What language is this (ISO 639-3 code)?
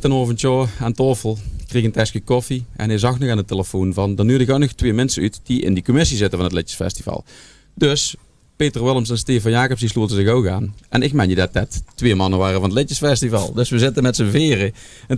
lim